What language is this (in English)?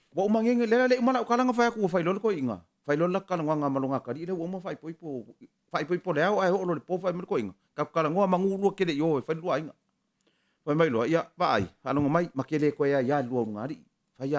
Samoan